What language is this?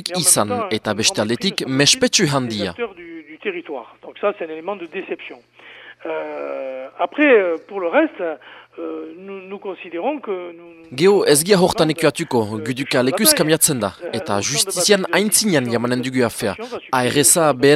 Basque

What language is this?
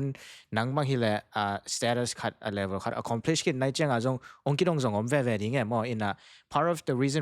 Tedim Chin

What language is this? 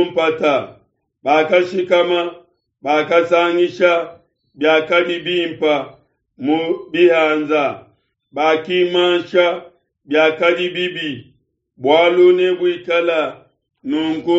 Luba-Lulua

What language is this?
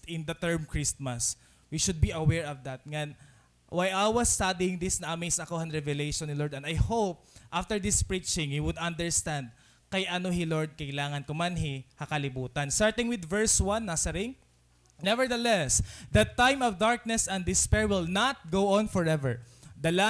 Waray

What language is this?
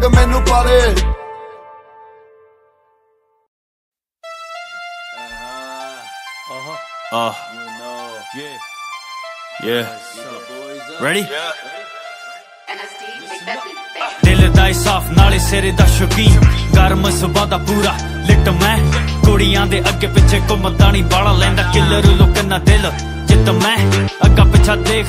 Punjabi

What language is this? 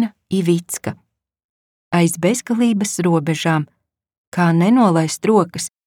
Latvian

